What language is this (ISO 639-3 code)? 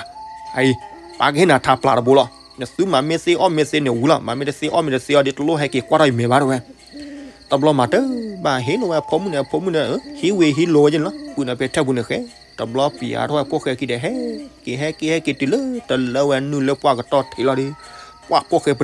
ksw